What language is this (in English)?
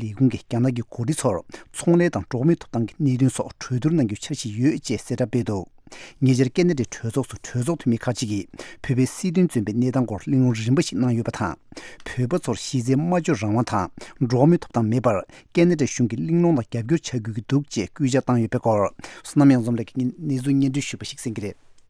Tibetan